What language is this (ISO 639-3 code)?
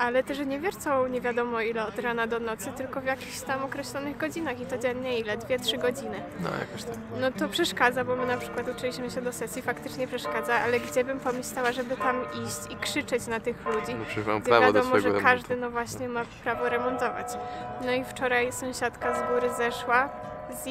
pol